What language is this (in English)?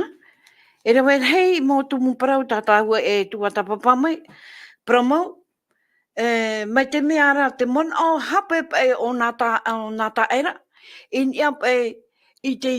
Tahitian